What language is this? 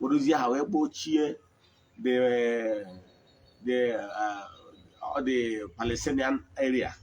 Igbo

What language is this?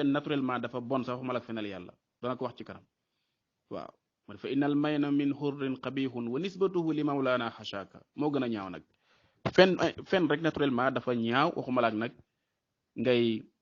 Wolof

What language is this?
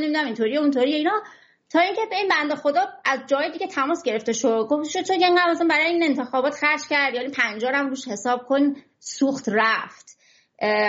Persian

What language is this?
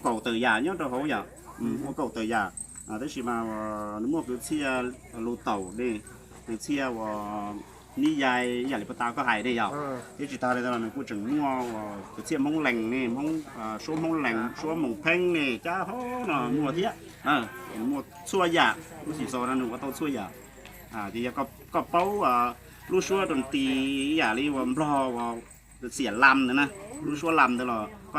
Hmong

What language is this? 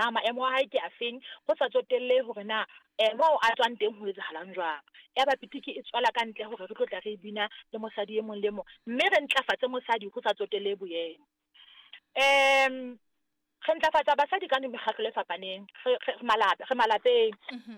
Southern Sotho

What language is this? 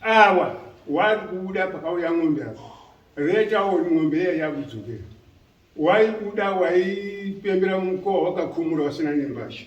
Shona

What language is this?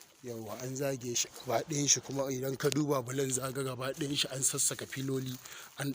Hausa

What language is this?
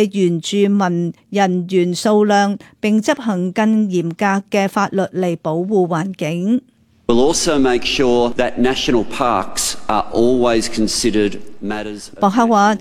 Cantonese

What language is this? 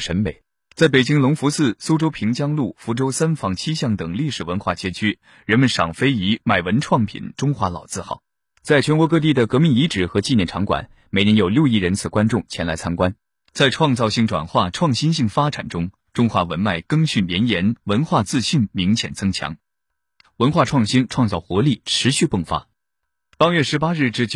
Chinese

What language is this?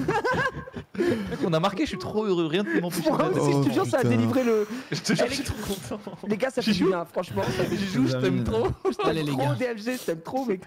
French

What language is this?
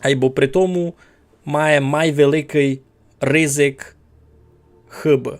Rusyn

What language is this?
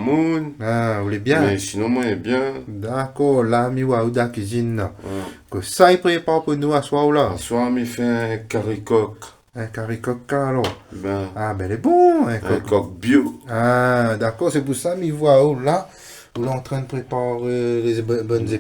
Réunion Creole French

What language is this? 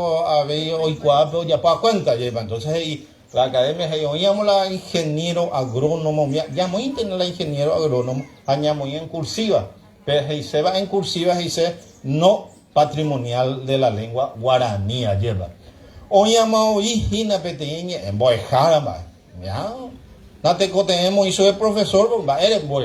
Guarani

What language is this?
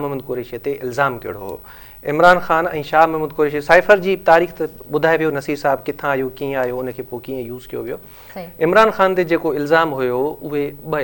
Sindhi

